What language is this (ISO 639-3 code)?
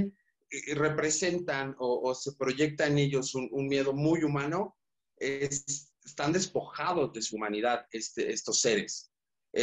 spa